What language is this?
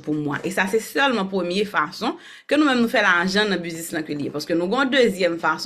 Haitian Creole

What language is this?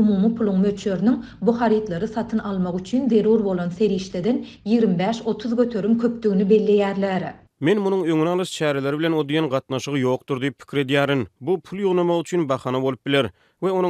Turkmen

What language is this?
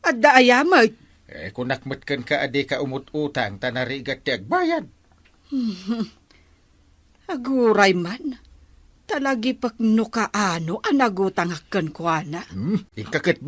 Iloko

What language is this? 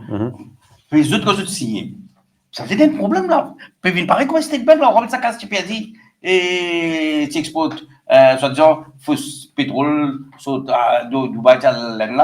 Morisyen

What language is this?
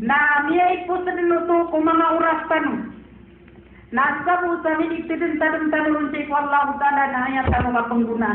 Maranao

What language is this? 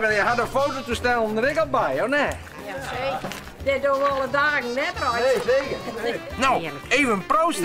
Western Frisian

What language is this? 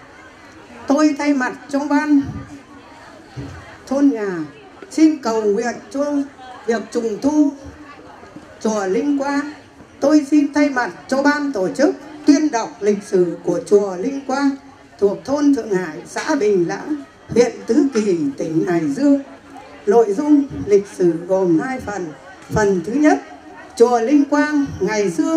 Vietnamese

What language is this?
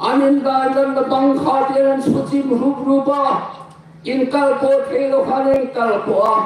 Hmar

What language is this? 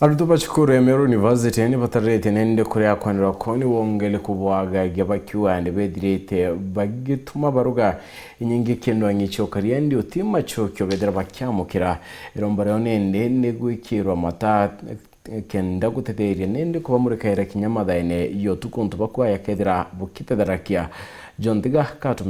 Meru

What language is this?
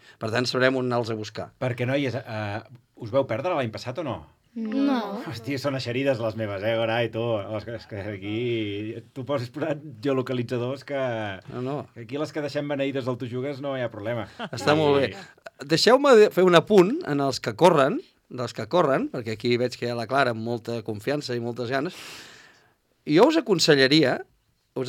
Catalan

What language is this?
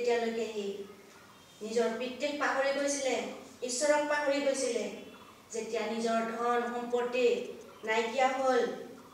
Assamese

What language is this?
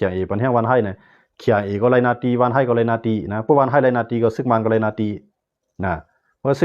Shan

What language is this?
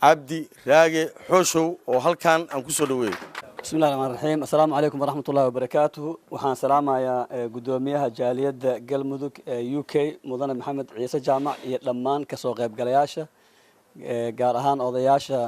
Somali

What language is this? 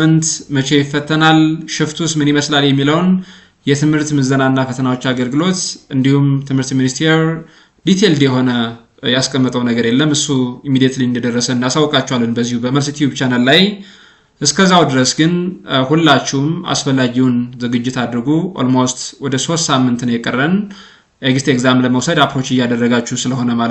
Amharic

